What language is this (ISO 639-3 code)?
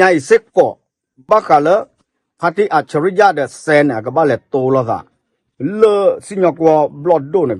ksw